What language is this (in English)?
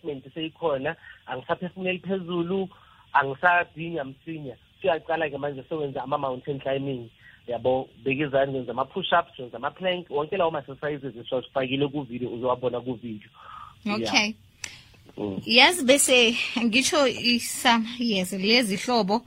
South Ndebele